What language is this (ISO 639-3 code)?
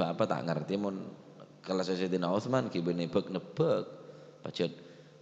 mad